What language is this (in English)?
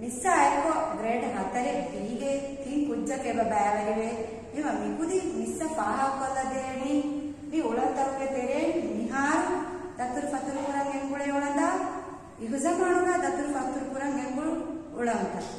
Divehi